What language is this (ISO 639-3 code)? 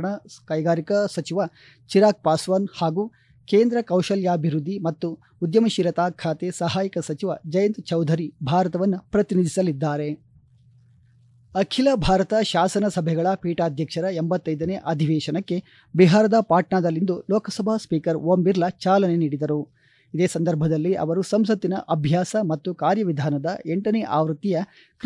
kan